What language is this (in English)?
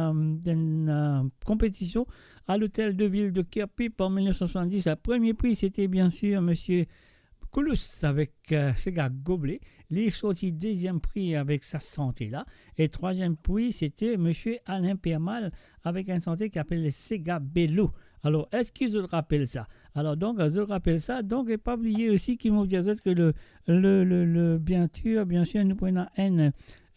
Morisyen